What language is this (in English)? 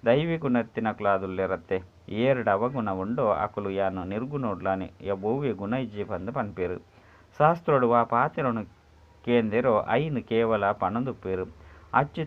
Tulu